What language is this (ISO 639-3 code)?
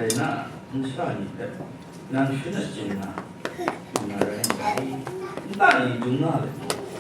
kac